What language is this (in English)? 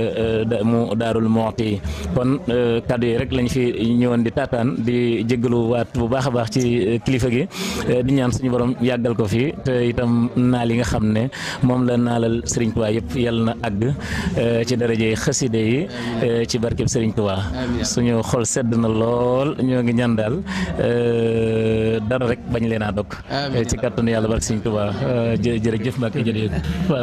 Wolof